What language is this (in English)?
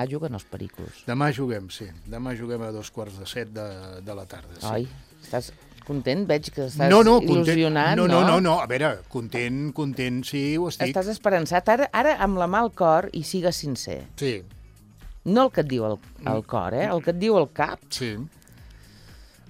Catalan